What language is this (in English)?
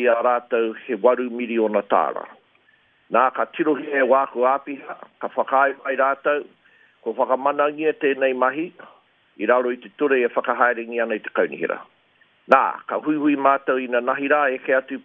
Māori